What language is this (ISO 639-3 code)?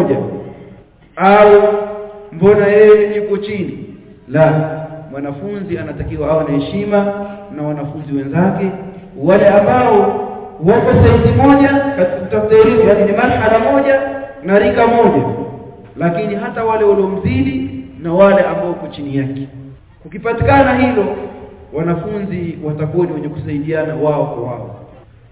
swa